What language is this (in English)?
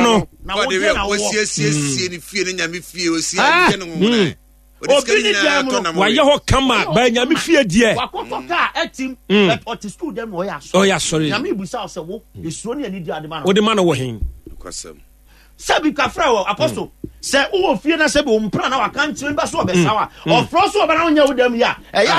Akan